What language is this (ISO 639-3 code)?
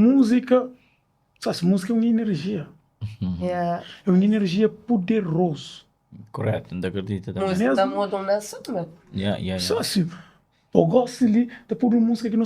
kea